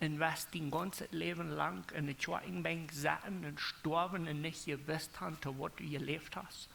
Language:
Plautdietsch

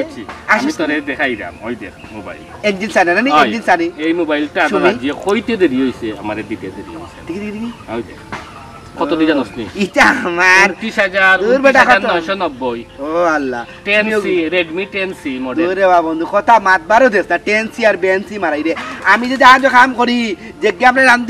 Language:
Sylheti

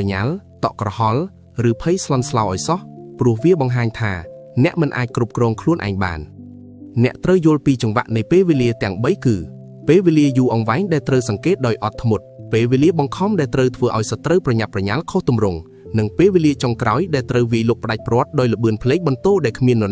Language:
Khmer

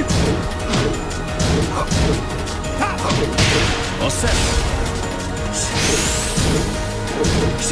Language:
English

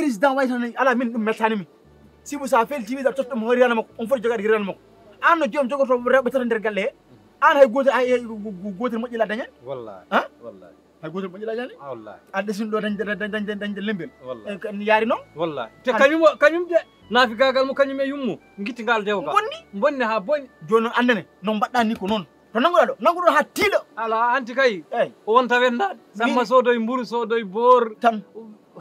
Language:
Fula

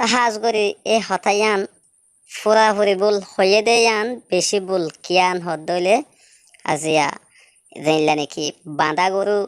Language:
Rohingya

